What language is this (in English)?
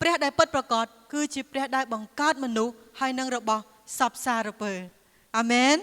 Khmer